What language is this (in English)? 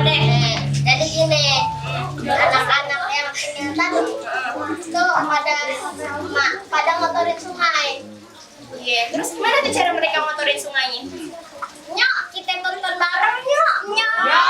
Betawi